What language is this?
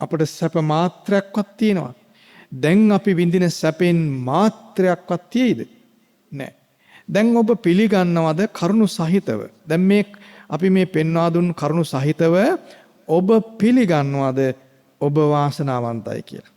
Sinhala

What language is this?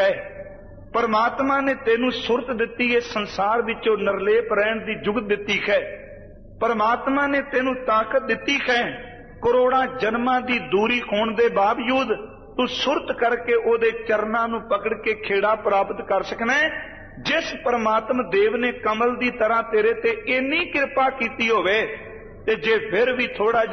Punjabi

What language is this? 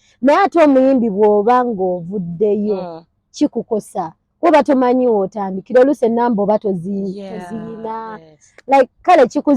Ganda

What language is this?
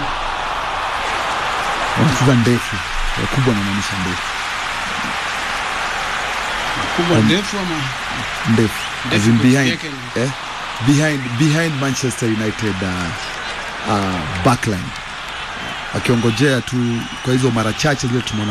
Swahili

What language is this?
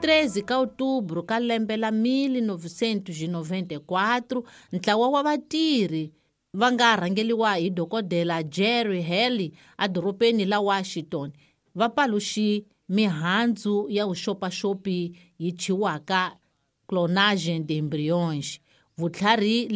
Tsonga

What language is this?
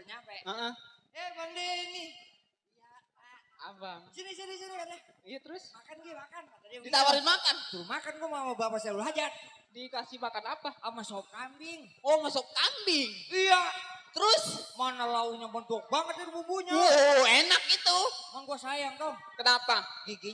Betawi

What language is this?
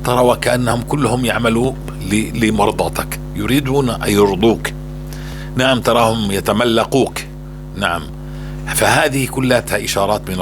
North Levantine Arabic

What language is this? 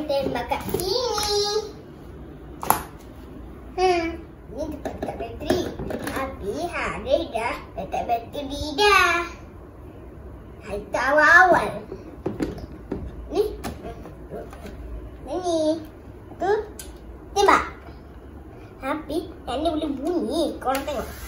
Malay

